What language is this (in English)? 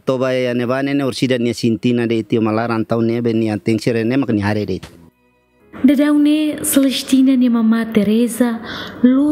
Tetum